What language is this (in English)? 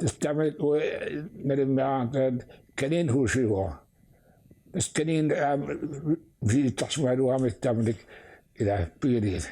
Kalaallisut